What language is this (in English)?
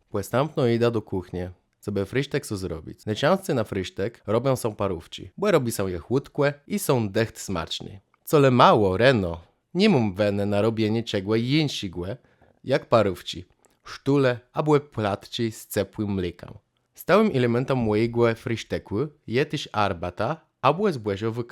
Kashubian